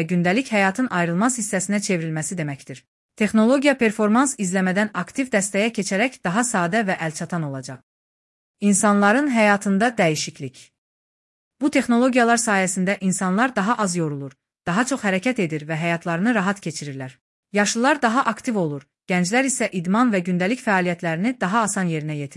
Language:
Azerbaijani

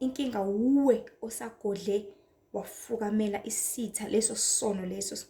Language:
Zulu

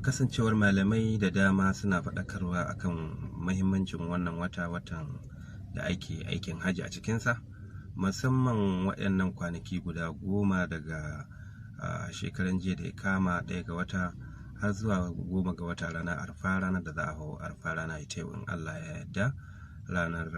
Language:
Hausa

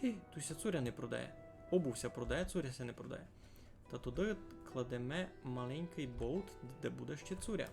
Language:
Rusyn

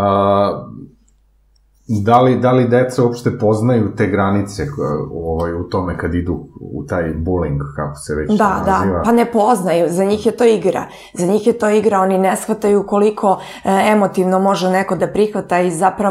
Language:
Serbian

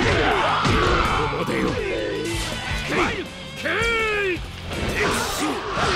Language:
Japanese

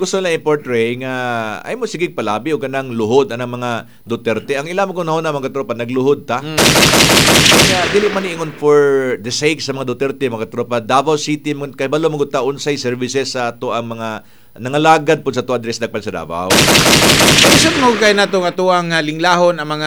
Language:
Cebuano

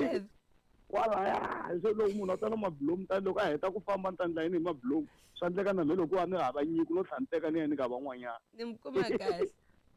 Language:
Tsonga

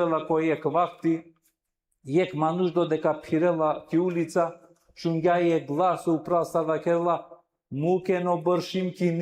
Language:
Balkan Romani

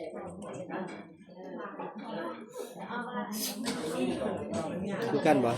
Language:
Northeastern Thai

